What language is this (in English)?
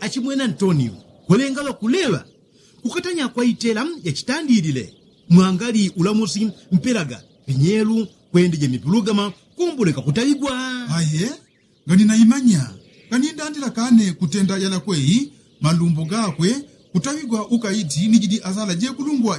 Yao